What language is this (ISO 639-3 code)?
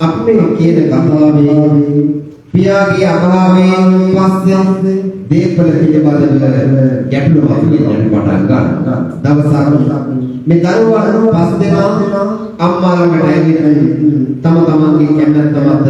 sin